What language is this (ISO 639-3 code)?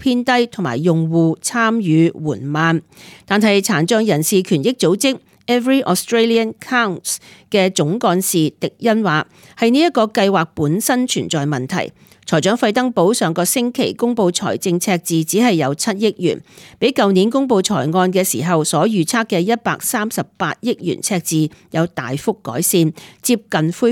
yue